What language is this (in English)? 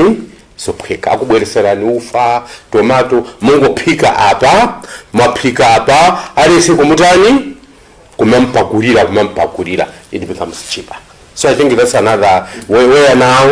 Nyanja